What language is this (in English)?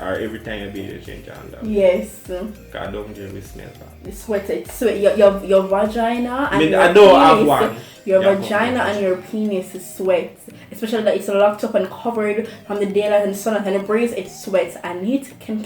Jamaican Creole English